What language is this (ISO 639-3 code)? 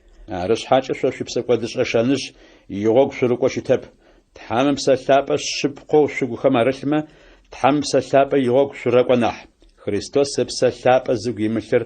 ady